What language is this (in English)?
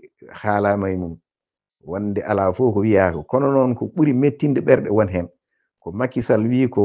Fula